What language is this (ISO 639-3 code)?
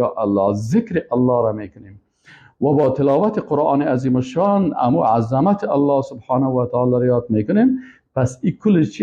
fas